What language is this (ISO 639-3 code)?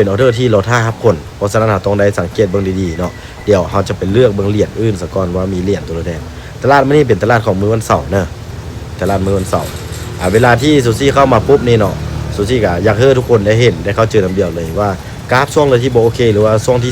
lao